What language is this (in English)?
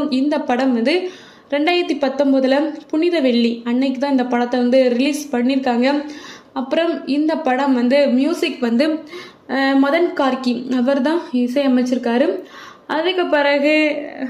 Tamil